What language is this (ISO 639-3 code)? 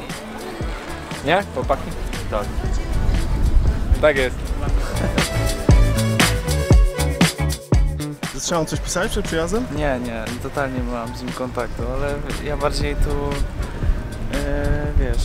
pol